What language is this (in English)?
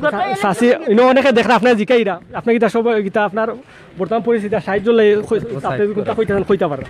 Sylheti